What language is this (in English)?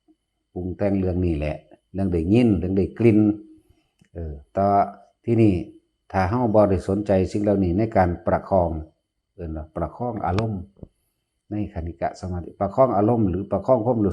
Northeastern Thai